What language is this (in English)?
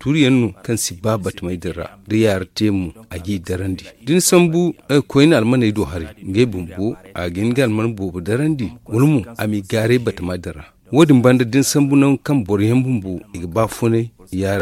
Zarma